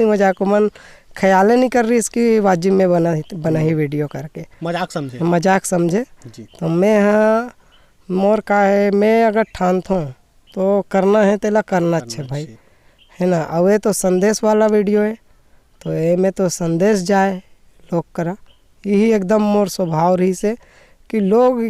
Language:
Chhattisgarhi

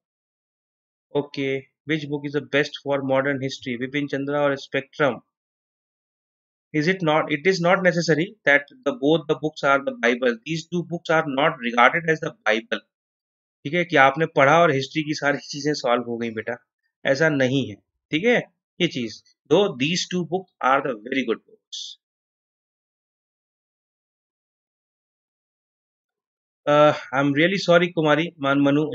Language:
Hindi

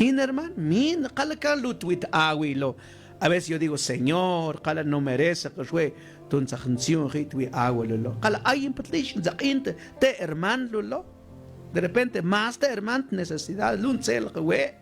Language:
Mam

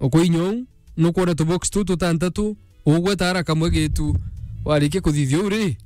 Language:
Meru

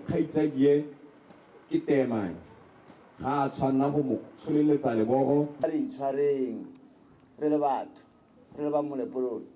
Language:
Tswana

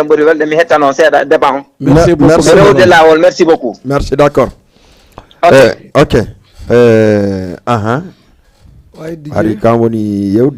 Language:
Fula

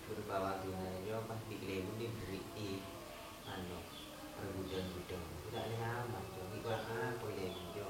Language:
Madurese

